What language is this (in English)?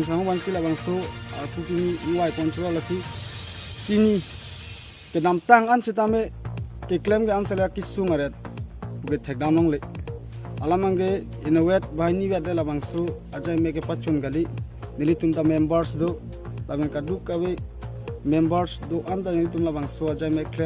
Karbi